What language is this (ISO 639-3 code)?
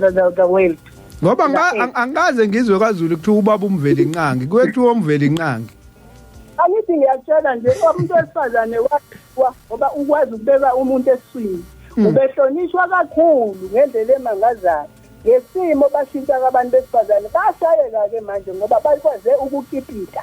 zul